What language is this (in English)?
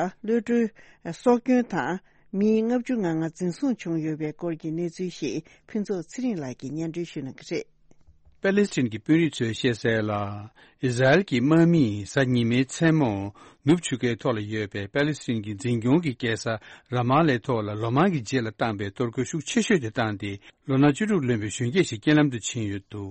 Tibetan